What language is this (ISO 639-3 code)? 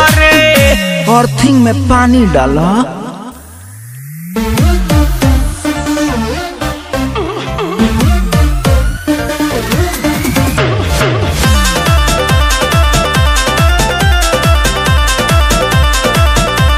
bho